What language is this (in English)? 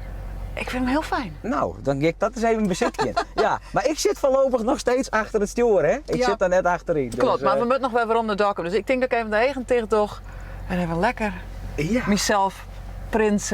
Western Frisian